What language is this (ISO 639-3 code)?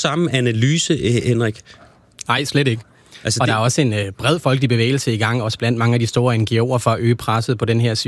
dan